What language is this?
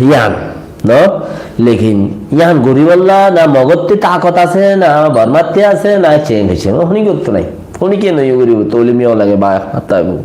Rohingya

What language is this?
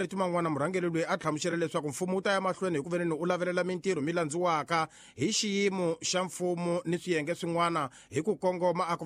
Tsonga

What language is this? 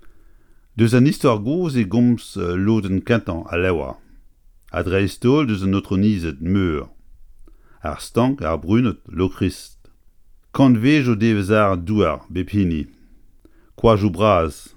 Breton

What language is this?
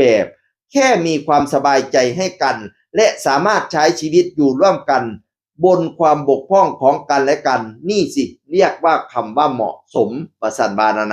Northeastern Thai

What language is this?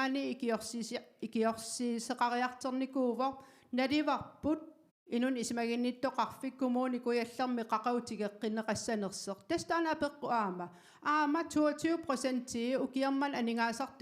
Kalaallisut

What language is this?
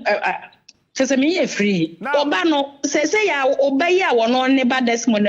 Akan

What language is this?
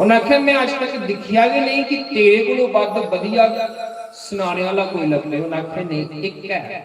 Dogri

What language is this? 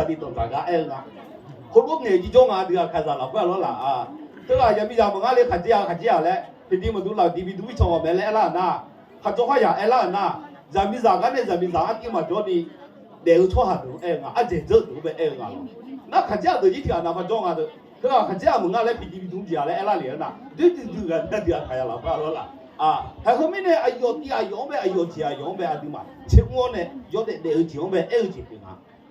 Akha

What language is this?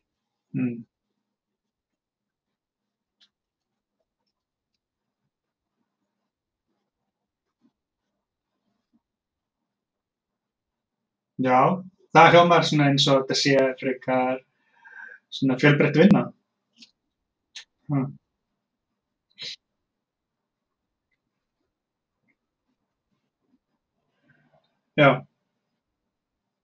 Icelandic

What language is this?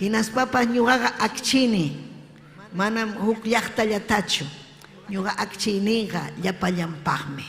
Ayacucho Quechua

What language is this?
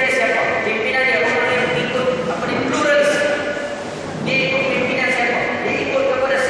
Malay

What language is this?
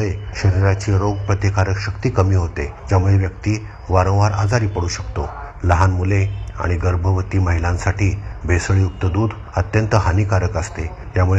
Marathi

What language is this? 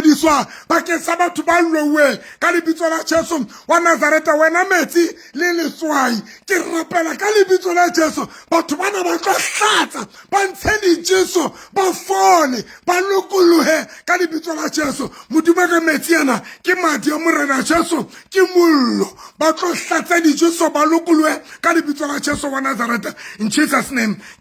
Southern Sotho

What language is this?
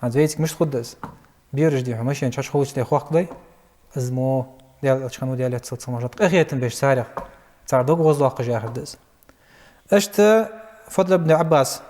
Ingush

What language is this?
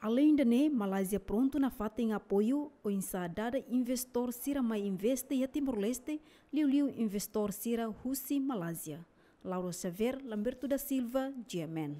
Tetum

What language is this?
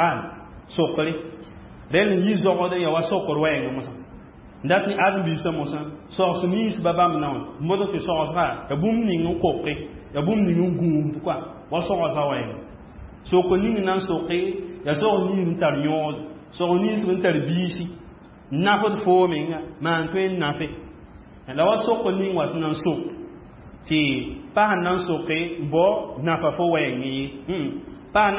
Mossi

